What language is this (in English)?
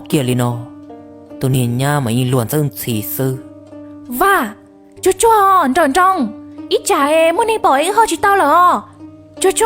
Hmong